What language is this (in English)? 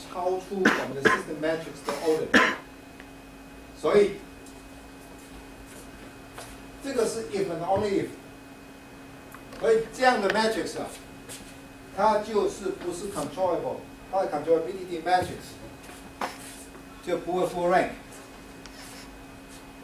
Chinese